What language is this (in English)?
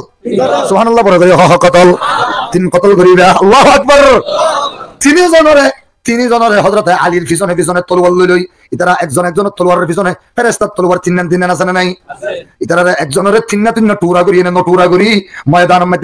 Rohingya